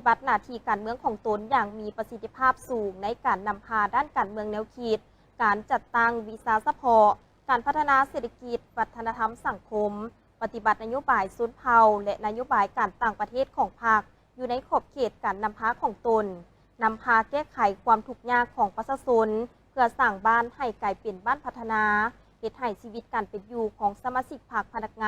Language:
Lao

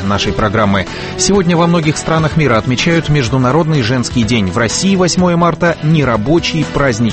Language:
Russian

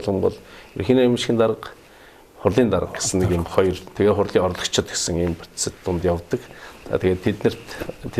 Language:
Mongolian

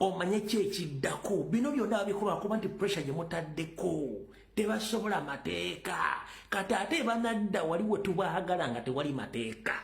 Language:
Ganda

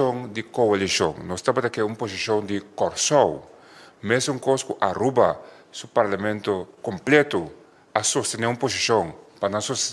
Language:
Papiamento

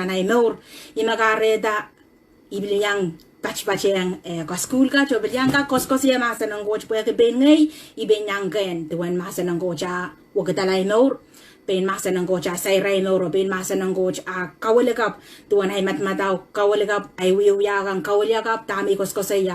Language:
Pohnpeian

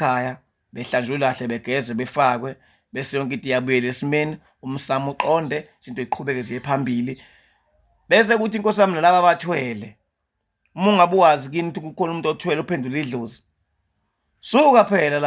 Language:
Zulu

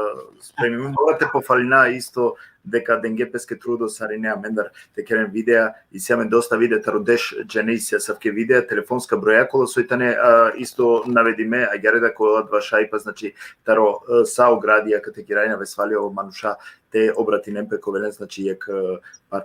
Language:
Balkan Romani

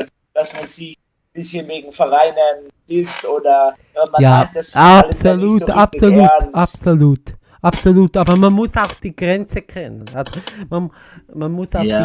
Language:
Swiss German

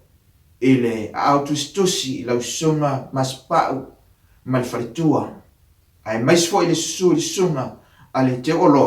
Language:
Samoan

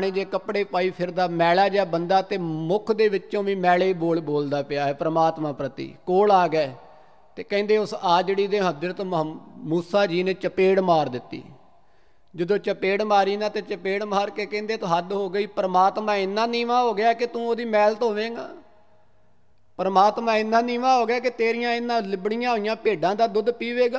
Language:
Punjabi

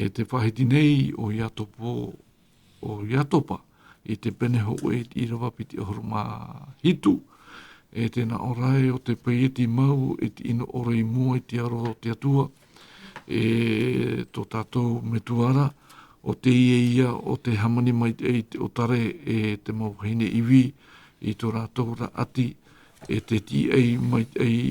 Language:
Tahitian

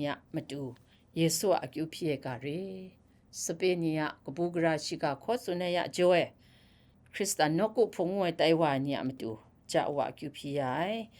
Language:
Kachin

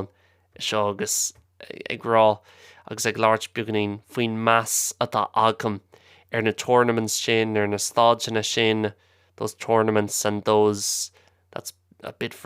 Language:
Irish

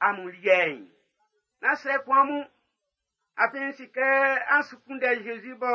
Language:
Baoulé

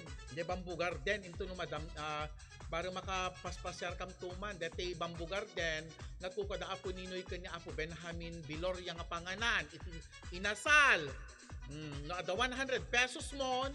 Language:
Iloko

